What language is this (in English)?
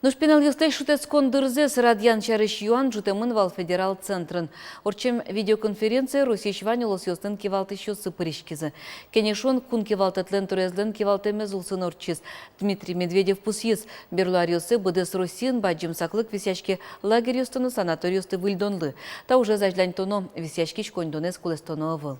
Udmurt